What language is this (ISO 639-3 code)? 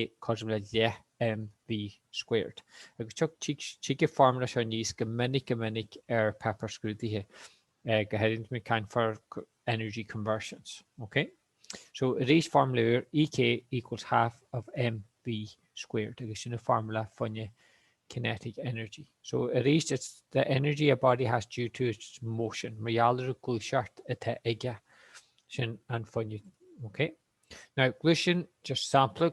gle